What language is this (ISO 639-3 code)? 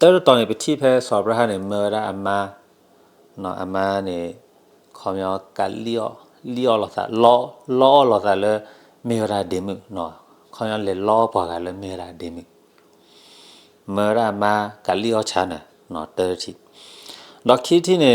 ksw